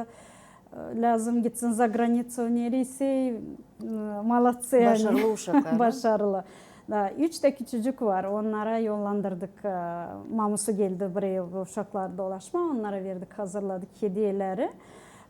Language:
Gagauz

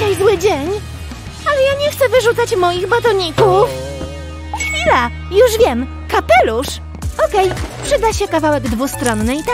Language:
Polish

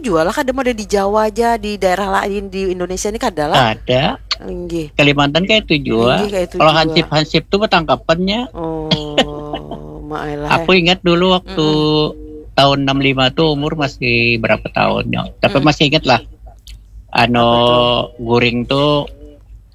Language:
Banjar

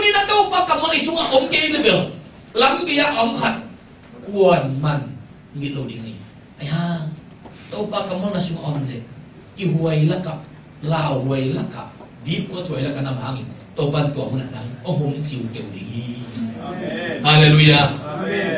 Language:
Tedim Chin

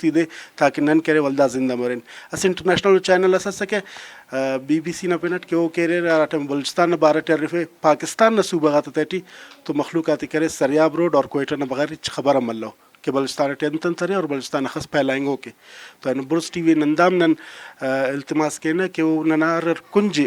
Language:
Brahui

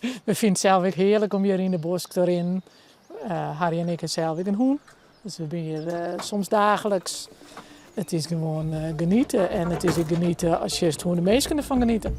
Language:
Western Frisian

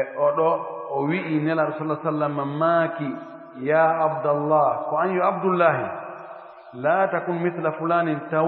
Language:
Pular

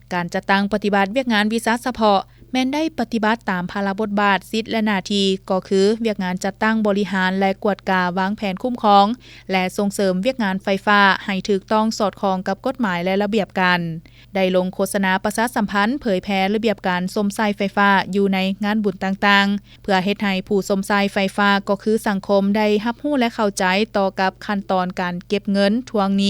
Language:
Lao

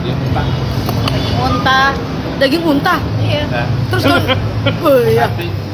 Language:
Manado Malay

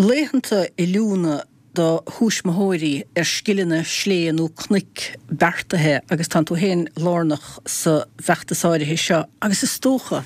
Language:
Irish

